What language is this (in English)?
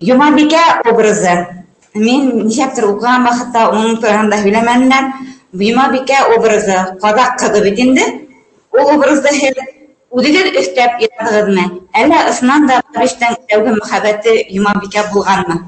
Bashkir